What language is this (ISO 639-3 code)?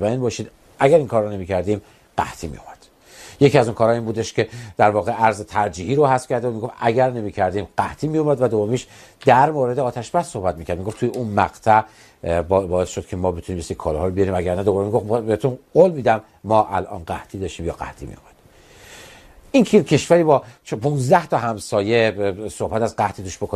fas